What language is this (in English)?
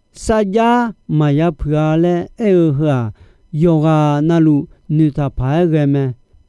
Akha